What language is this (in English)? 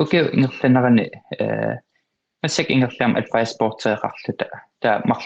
Kalaallisut